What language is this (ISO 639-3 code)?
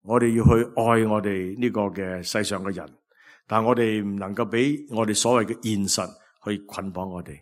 yue